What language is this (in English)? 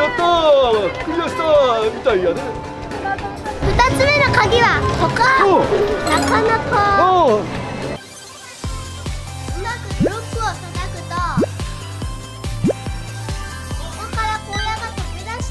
Japanese